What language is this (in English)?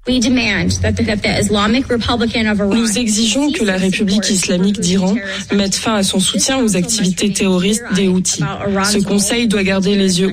French